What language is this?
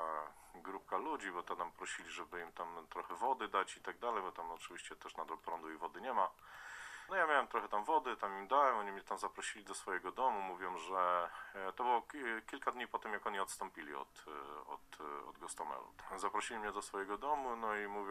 Polish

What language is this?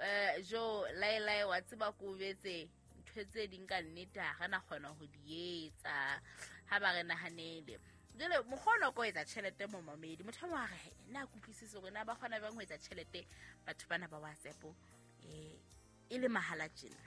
Southern Sotho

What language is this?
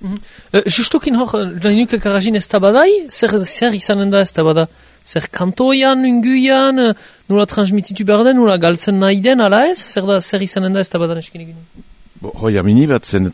Basque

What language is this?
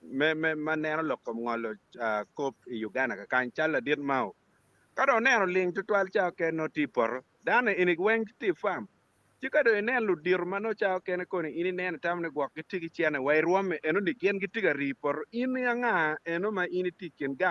Acoli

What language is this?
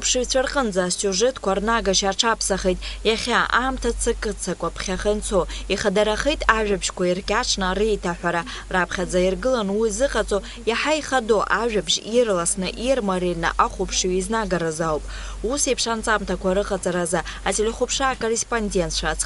Abkhazian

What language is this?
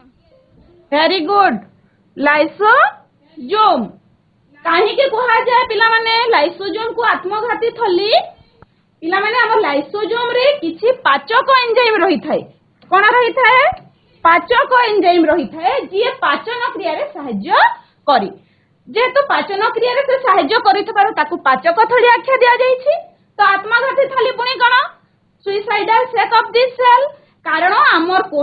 Odia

